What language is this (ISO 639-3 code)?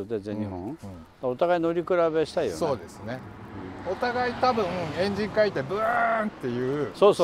jpn